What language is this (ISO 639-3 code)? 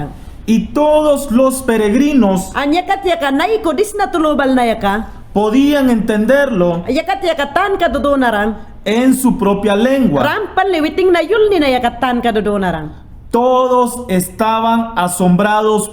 yan